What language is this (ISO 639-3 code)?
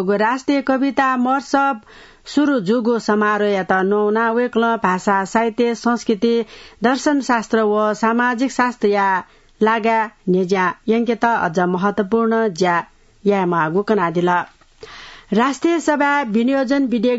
new